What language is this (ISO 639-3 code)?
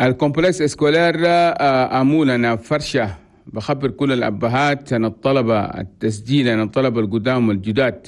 shu